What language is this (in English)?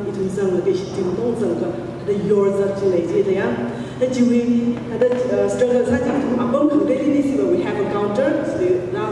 Tangkhul Naga (India)